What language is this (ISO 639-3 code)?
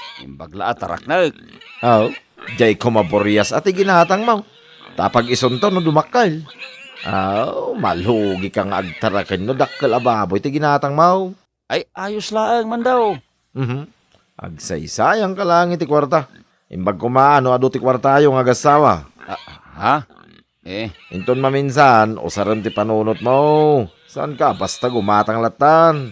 ilo